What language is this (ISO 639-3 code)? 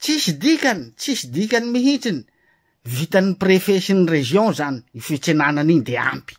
mlg